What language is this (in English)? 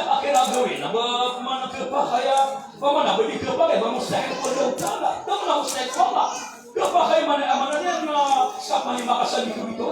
Maranao